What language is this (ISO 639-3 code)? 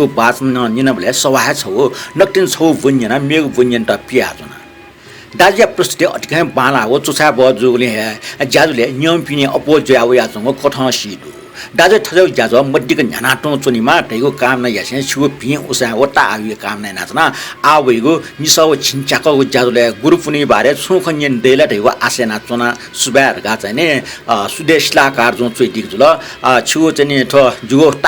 new